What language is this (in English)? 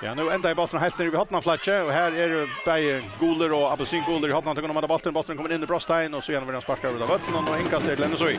Faroese